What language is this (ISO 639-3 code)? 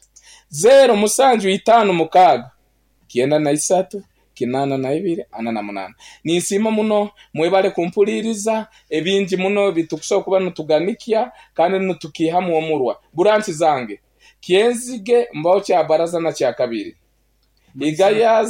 nyn